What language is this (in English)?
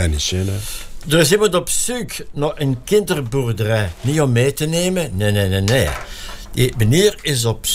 Dutch